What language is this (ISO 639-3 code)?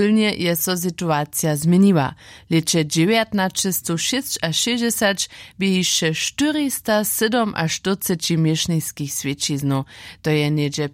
hsb